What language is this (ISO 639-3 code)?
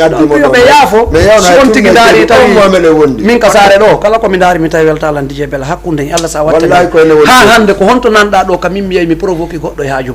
ful